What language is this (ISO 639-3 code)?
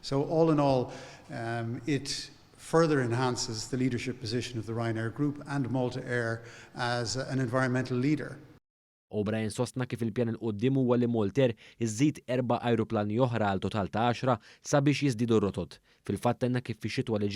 mlt